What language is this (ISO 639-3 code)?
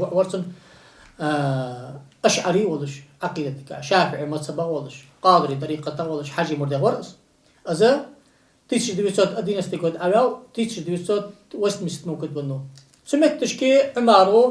inh